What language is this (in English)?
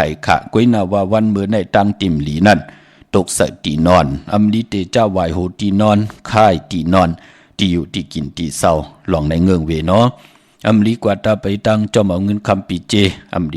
Shan